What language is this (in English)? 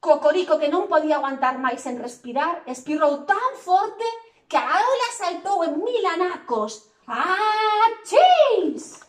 Galician